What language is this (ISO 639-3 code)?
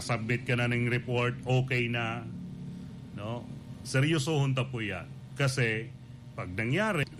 bik